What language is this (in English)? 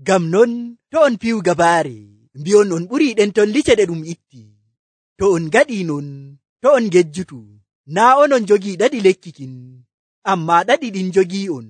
Nigerian Fulfulde